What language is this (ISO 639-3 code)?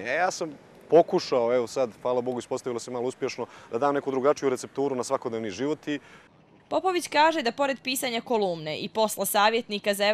hrv